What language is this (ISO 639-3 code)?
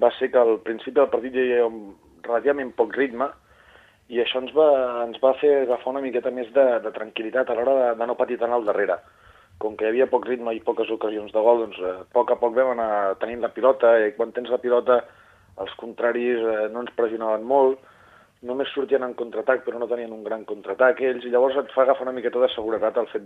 cat